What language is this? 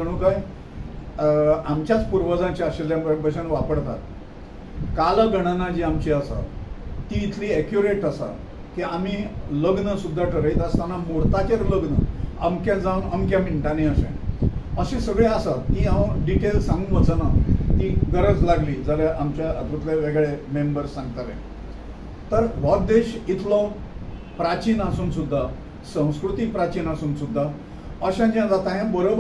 Konkani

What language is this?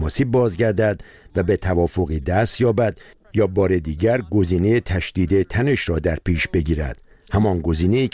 Persian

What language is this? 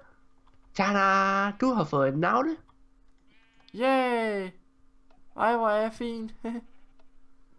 Danish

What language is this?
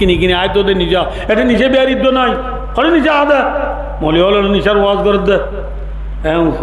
Rohingya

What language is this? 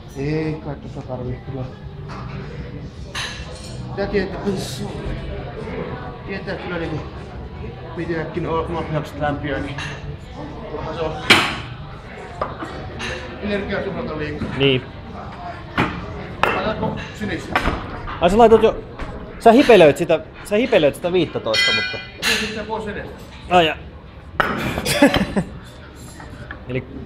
Finnish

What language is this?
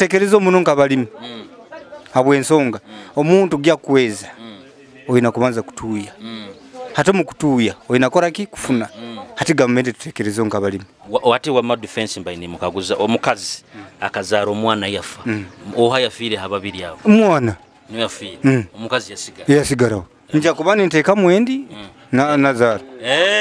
Nyoro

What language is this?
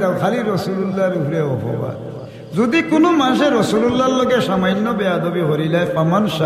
Sylheti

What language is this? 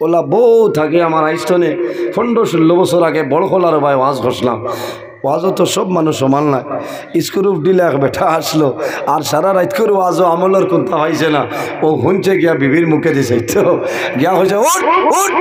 Sylheti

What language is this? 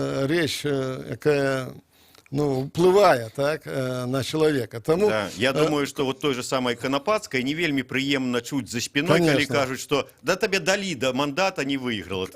Belarusian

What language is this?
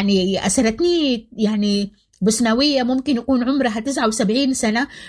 Sudanese Arabic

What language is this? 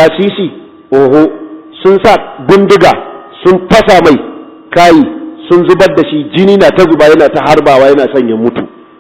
Hausa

